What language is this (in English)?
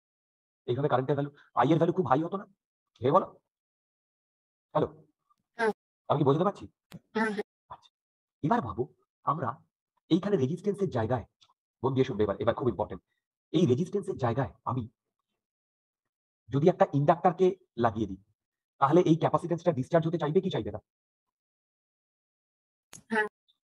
Bangla